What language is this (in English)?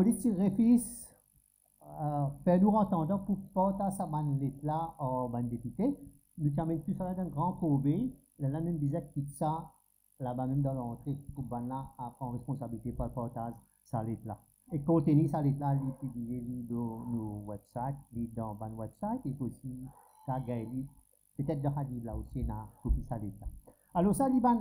Morisyen